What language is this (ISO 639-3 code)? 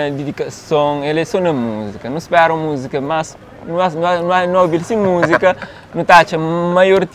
kea